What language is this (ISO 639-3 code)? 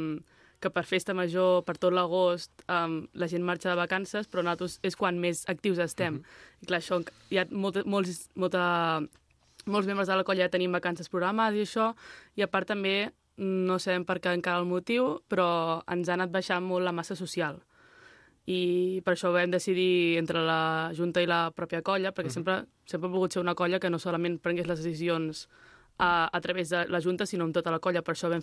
cat